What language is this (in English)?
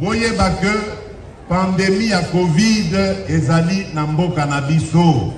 Lingala